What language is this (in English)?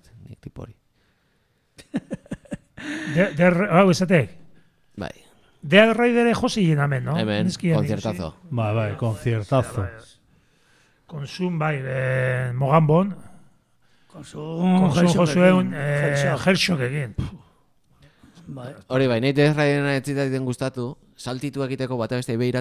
Basque